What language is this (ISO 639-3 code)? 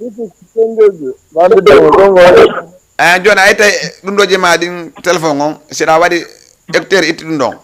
ful